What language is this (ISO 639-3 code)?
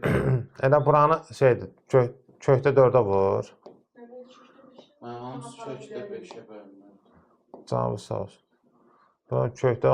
aze